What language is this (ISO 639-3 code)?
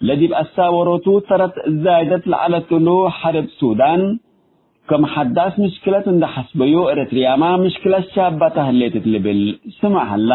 tig